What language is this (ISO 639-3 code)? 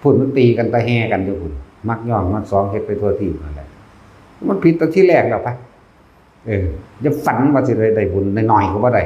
tts